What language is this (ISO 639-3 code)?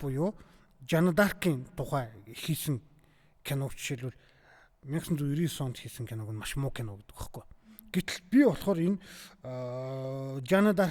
mon